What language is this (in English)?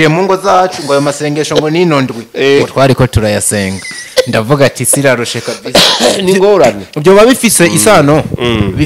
Rundi